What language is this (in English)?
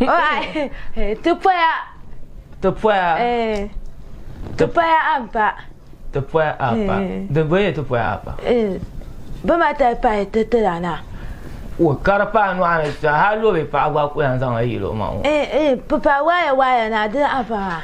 Dagbani